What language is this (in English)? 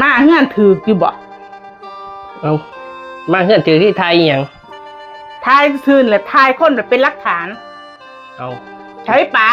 Northeastern Thai